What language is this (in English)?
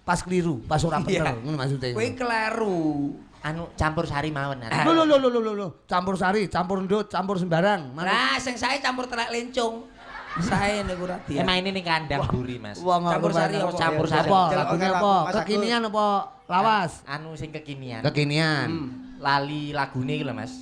Javanese